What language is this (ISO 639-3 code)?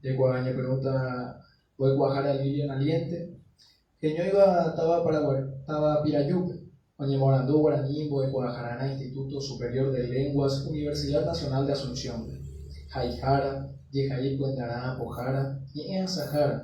grn